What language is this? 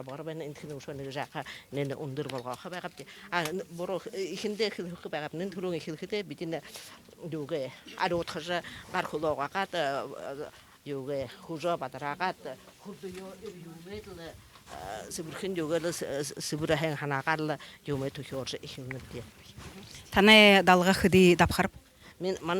Buriat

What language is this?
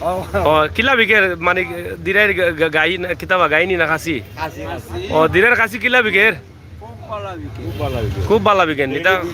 Sylheti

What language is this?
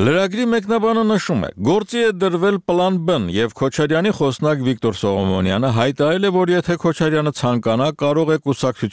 Armenian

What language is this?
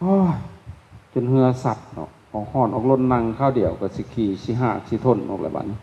Lao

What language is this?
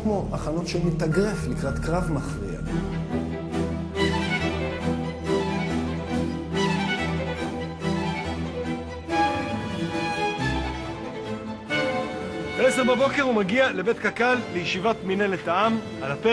Hebrew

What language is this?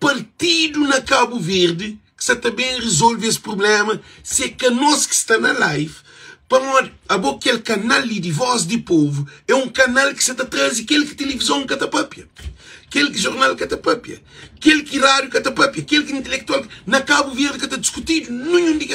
Kabuverdianu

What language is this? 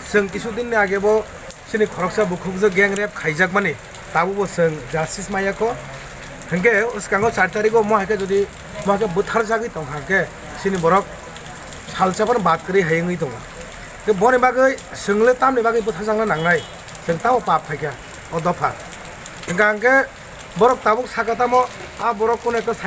Kok Borok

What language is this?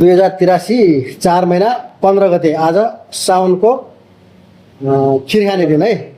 Nepali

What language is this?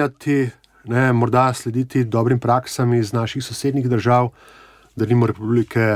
Slovenian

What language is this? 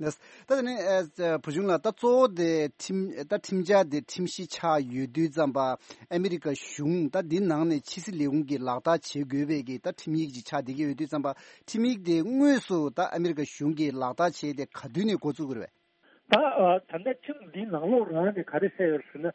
Tibetan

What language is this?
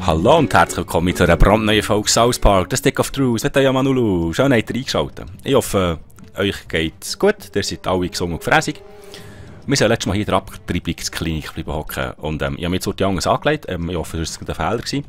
Swiss German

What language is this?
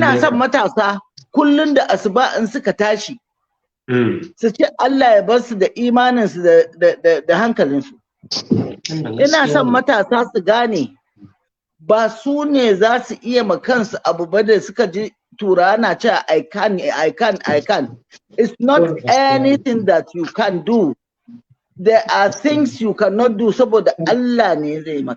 Hausa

